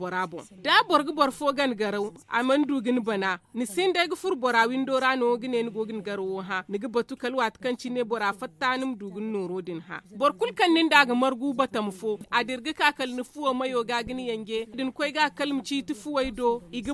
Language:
Zarma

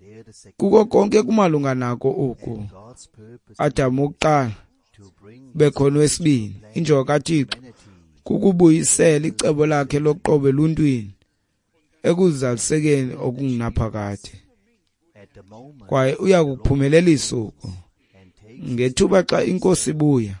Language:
Xhosa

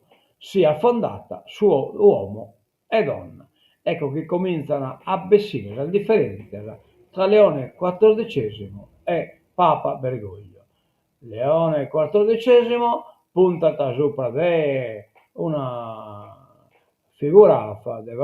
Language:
Sardinian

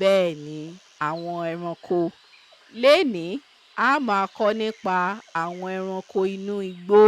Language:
Yoruba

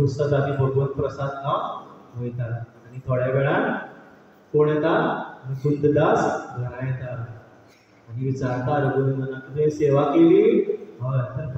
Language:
Konkani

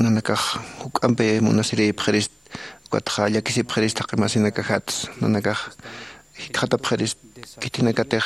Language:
Aymara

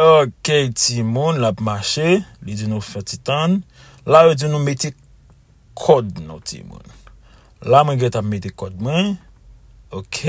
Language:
Haitian Creole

